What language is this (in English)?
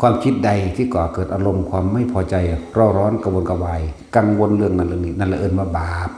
Northeastern Thai